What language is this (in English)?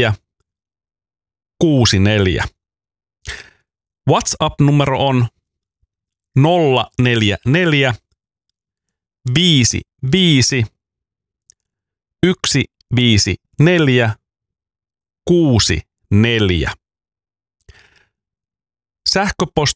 Finnish